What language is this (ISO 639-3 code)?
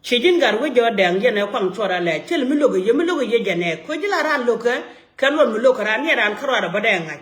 nus